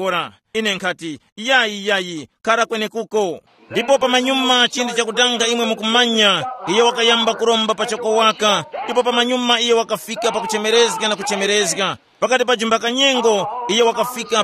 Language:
Tumbuka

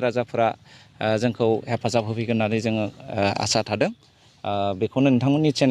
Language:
Bodo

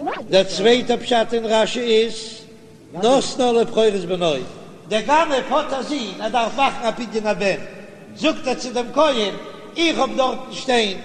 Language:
Yiddish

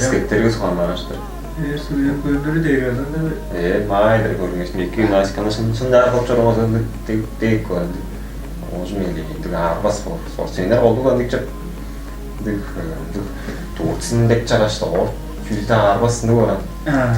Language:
Tuvinian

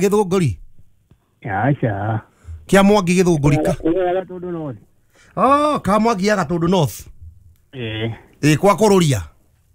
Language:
Kikuyu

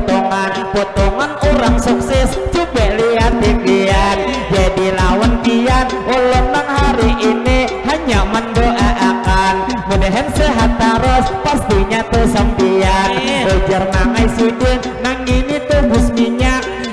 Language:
Banjar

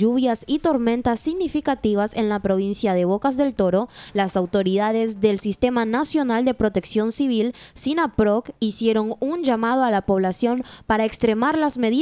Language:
Spanish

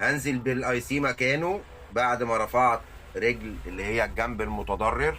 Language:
Egyptian Arabic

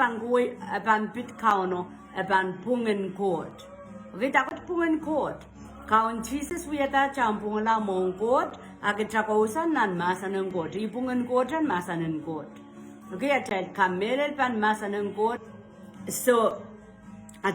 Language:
Pohnpeian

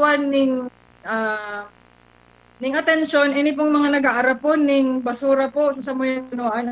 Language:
Bikol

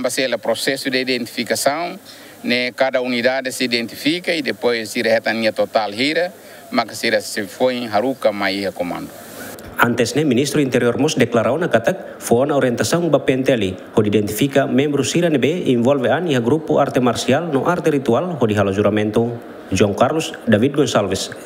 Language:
Tetum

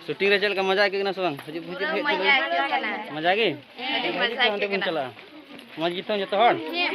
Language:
Santali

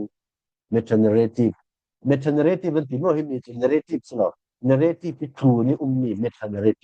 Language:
Falam Chin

